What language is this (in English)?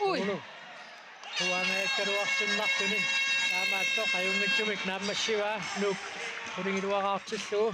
Kalaallisut